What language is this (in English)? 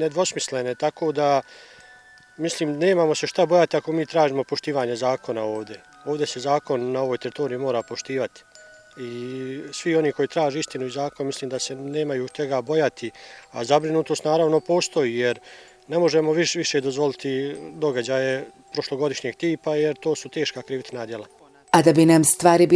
Bosnian